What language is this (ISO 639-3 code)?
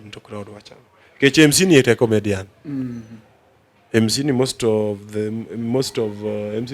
luo